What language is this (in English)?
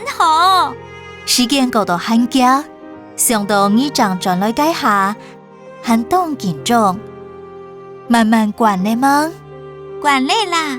Hakka Chinese